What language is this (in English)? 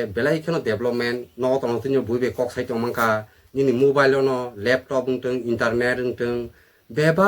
Kok Borok